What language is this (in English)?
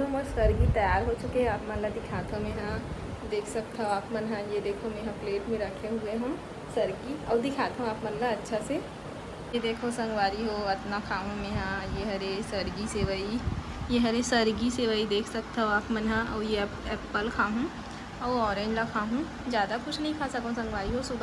Chhattisgarhi